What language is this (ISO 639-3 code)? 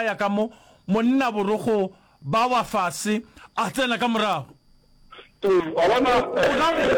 nso